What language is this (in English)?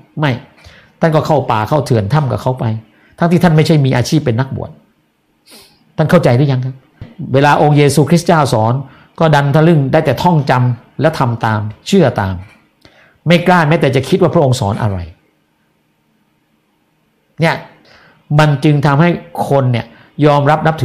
Thai